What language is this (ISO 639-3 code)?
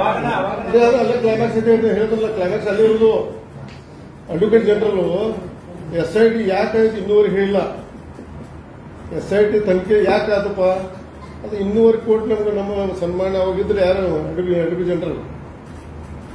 kan